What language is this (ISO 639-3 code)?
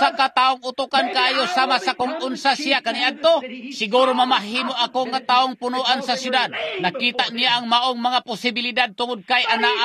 ceb